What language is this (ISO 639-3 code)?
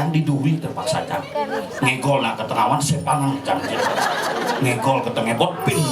ban